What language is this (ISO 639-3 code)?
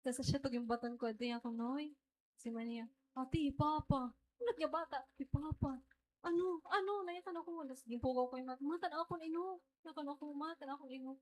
war